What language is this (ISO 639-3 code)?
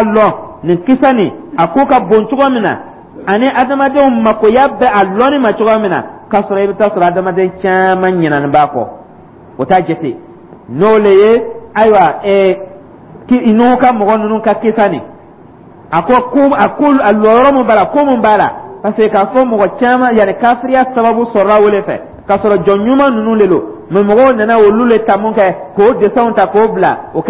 dyu